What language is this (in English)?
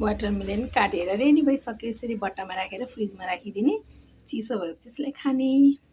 Nepali